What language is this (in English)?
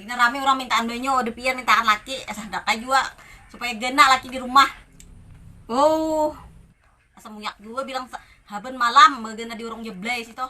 Banjar